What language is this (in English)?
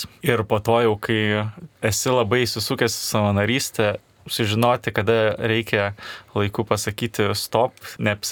Lithuanian